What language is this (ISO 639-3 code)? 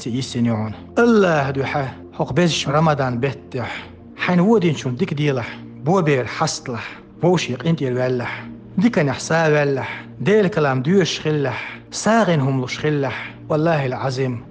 che